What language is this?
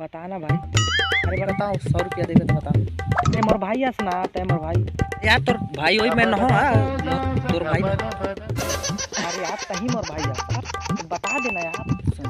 Chhattisgarhi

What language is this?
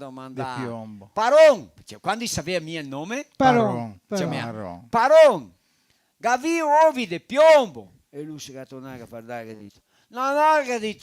Venetian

